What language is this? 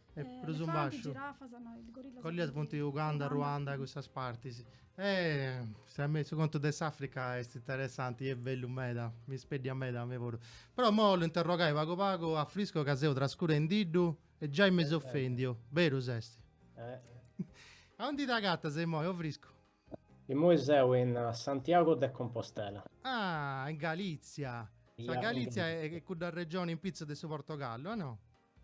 Sardinian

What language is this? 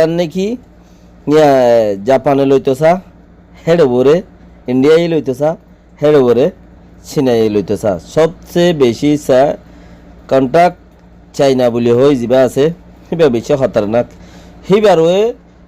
Rohingya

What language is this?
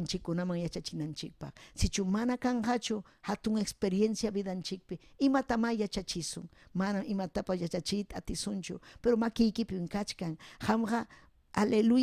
Ayacucho Quechua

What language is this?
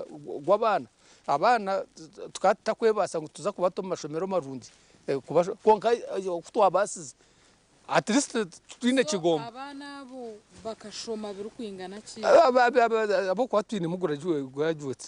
Nyankole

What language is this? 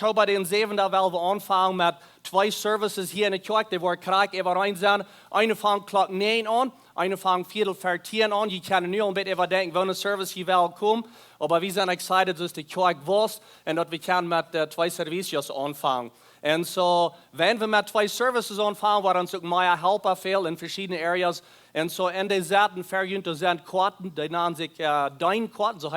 Plautdietsch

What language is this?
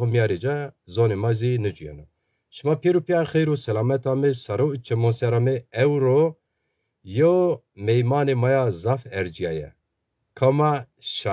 Zaza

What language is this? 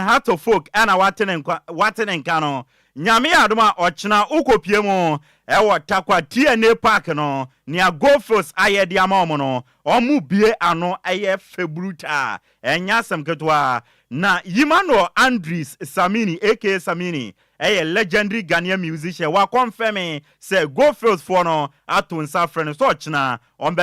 Akan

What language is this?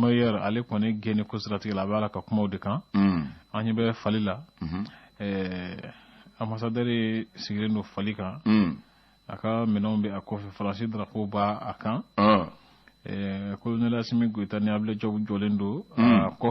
Bambara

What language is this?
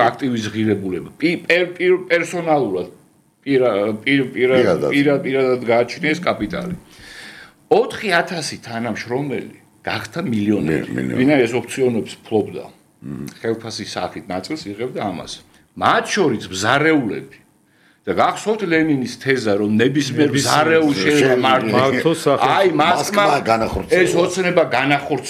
Georgian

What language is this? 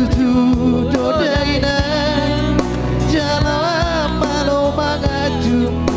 Batak Toba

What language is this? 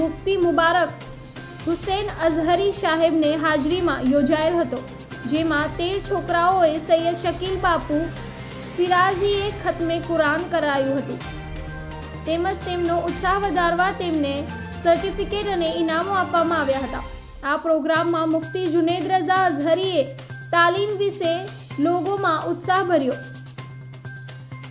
Gujarati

